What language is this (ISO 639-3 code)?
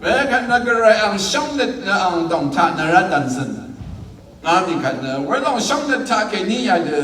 raw